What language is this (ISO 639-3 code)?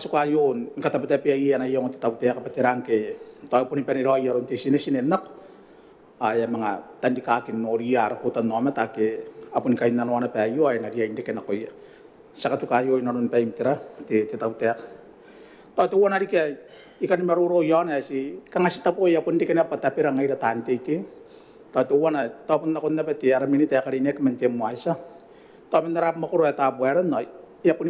gil